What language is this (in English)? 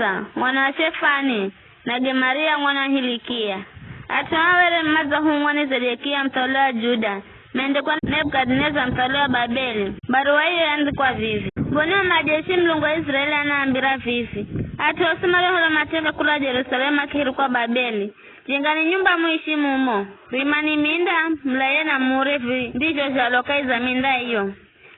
Giryama